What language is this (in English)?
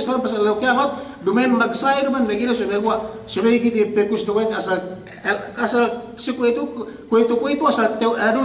Yakan